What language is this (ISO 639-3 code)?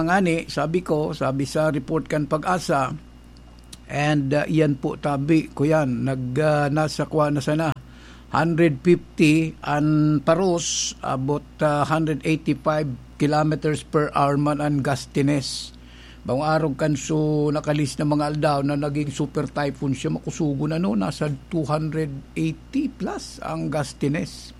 bik